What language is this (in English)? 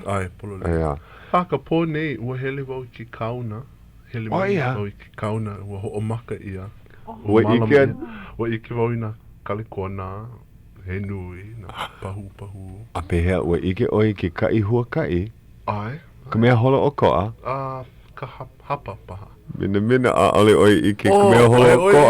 Hawaiian